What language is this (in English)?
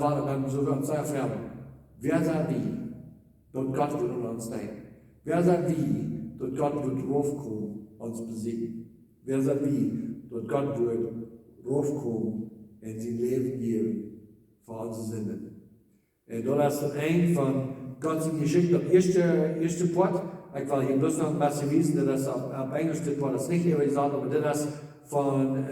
Plautdietsch